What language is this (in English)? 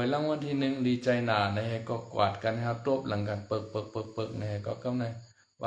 Shan